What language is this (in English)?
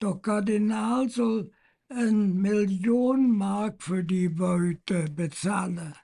Colognian